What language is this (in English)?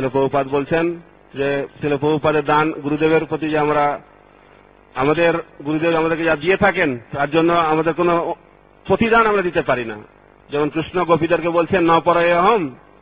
Bangla